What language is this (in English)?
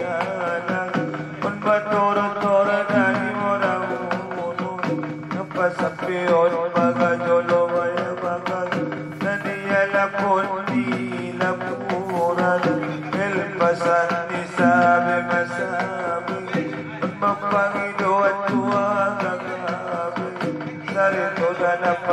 Batak Angkola